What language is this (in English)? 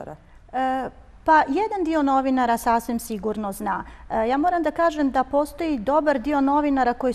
Croatian